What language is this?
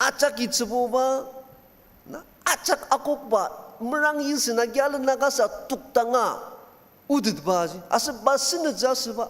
Ao Naga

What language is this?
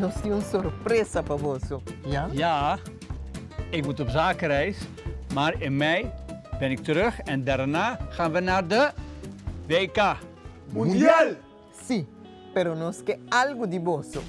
Papiamento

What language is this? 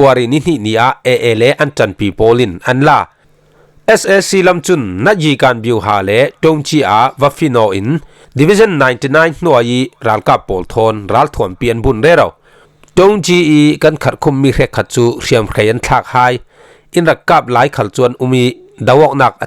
Falam Chin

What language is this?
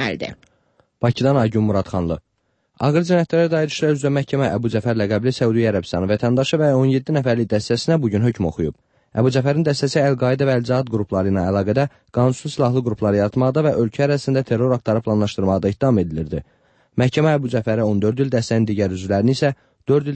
Azerbaijani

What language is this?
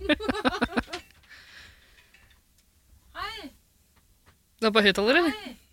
Norwegian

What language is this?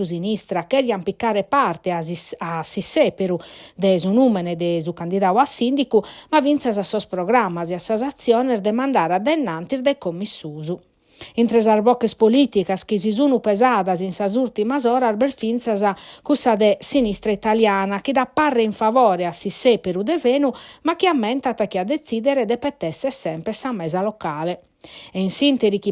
Sardinian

